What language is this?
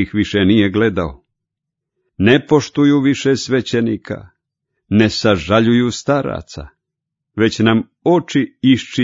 Croatian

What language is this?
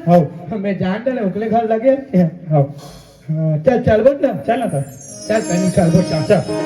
Chhattisgarhi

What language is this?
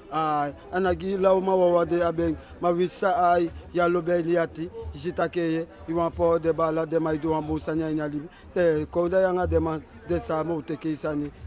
Eastern Maroon Creole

